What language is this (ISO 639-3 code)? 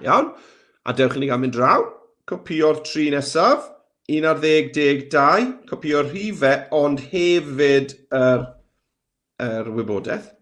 cym